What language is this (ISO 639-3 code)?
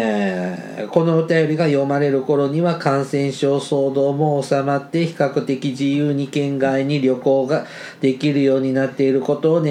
jpn